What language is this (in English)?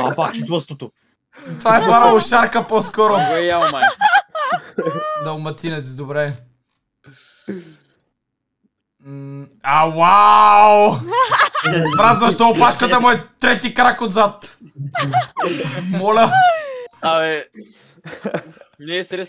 Bulgarian